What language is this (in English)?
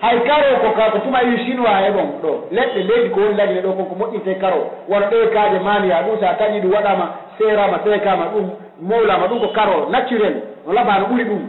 Pular